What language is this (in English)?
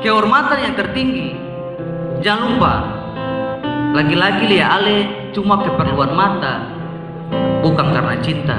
Ambonese Malay